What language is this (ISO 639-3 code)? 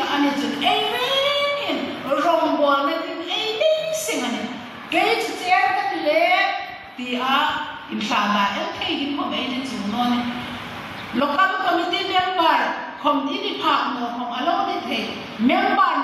hmr